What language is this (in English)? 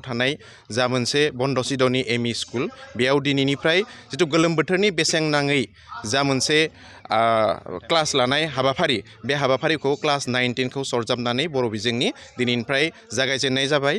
Bodo